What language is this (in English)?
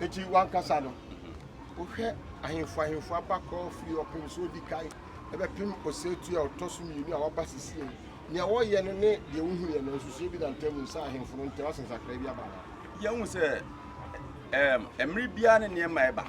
Akan